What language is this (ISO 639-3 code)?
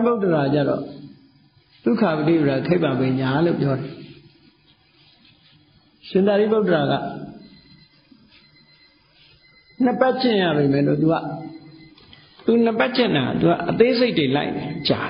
mya